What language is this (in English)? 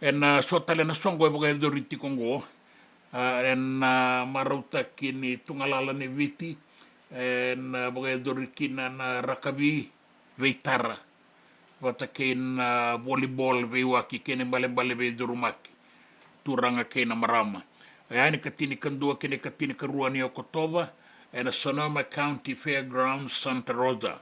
Fijian